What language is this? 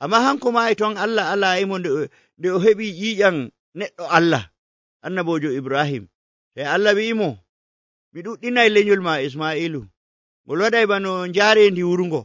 Nigerian Fulfulde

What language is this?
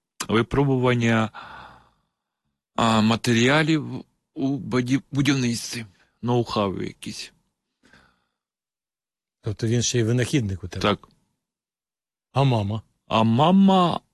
Ukrainian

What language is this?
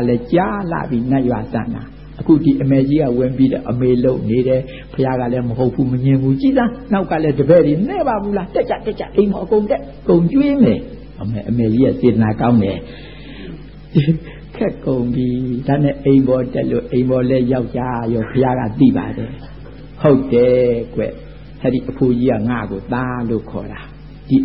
Burmese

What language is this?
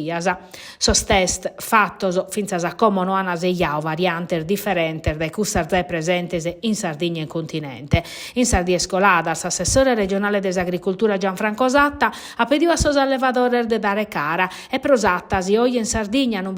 Sardinian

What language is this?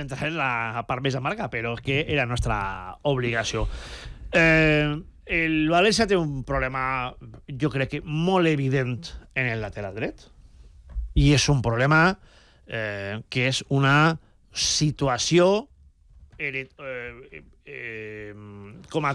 Catalan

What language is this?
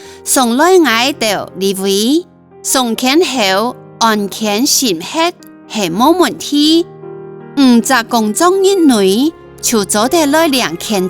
Hakka Chinese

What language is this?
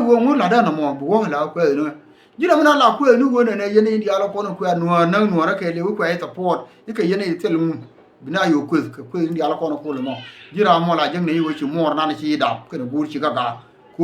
Nuer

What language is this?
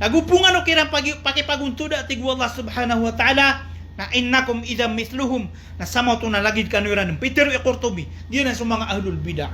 Maranao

